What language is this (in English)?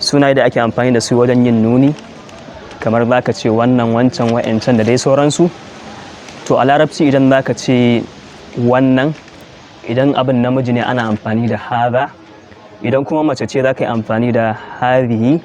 Hausa